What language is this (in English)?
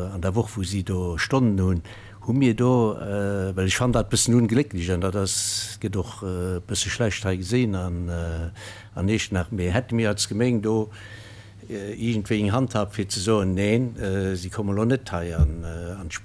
Luxembourgish